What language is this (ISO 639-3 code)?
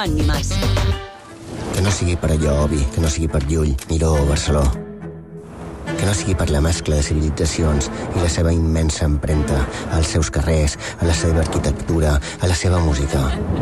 cat